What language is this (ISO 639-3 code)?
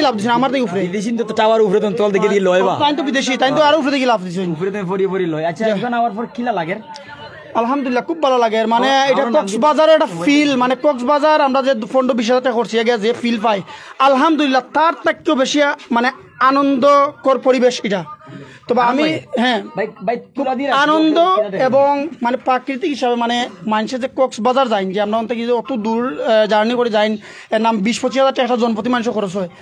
syl